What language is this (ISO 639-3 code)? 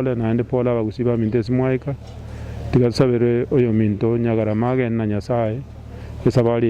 guz